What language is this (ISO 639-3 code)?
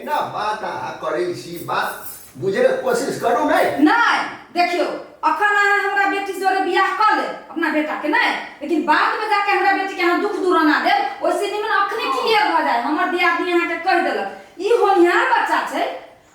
mai